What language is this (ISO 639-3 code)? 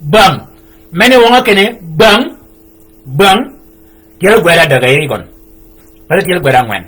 shk